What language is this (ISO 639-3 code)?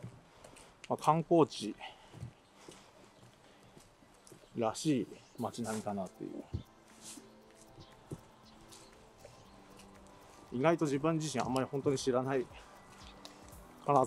jpn